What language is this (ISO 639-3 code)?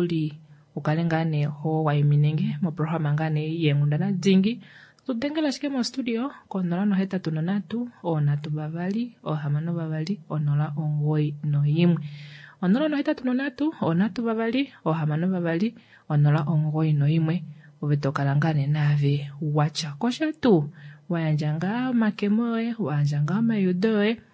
kua